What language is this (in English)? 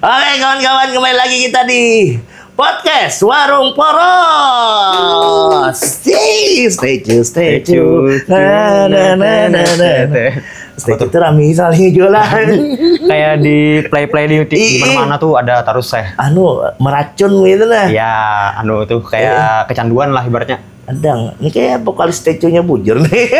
Banjar